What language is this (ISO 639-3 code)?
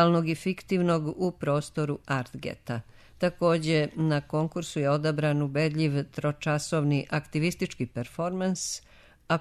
srp